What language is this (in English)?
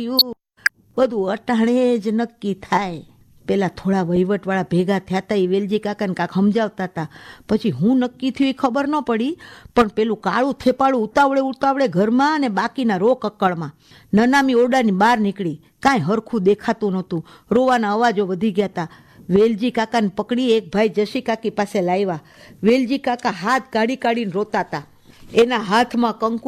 Gujarati